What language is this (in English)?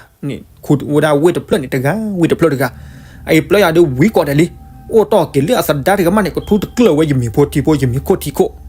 S'gaw Karen